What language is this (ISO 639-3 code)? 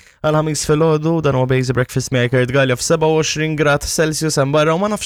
mlt